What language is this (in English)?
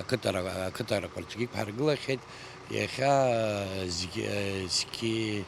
Abkhazian